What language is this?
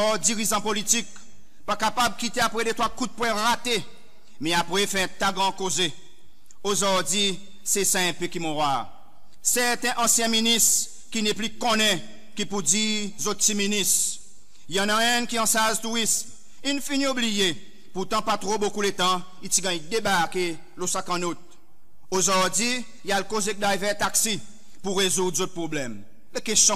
Seselwa Creole French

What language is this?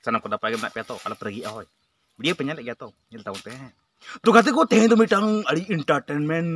Santali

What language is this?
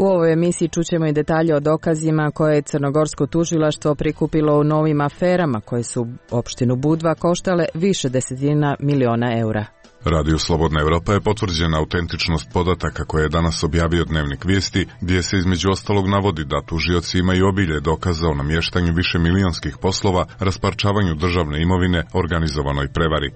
Croatian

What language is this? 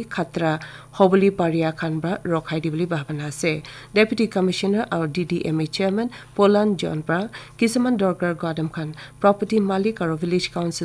Naga Pidgin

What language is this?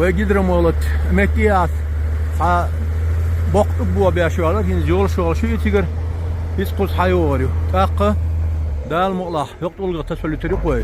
Chechen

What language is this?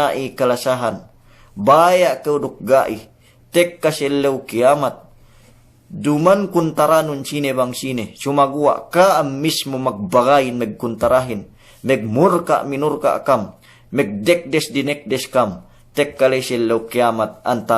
Yakan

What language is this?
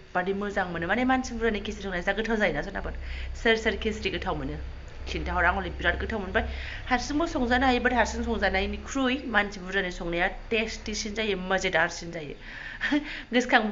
Bodo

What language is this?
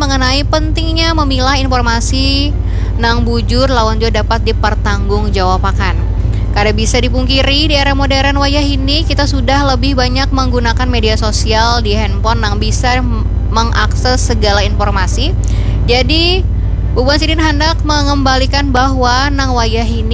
Banjar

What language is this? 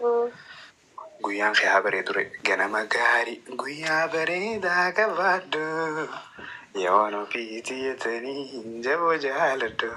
Oromo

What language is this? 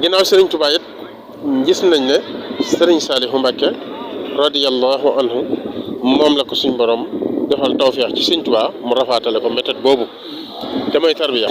Wolof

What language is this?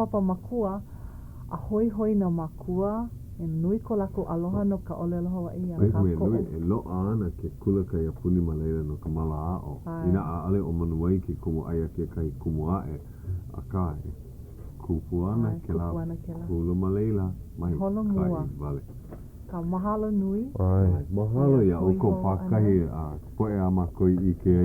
Hawaiian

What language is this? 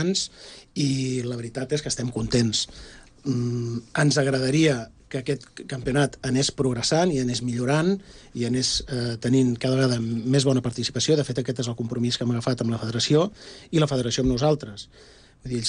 Catalan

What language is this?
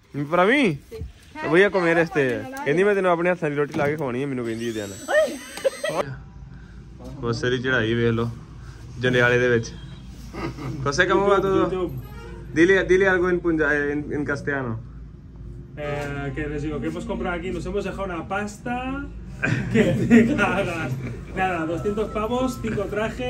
Punjabi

